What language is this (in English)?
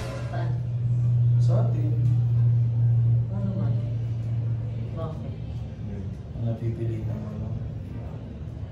Filipino